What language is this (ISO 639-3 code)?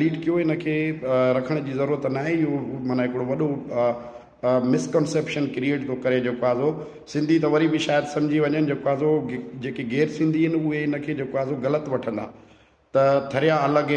snd